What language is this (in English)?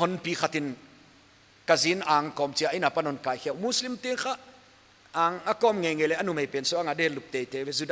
Paite Chin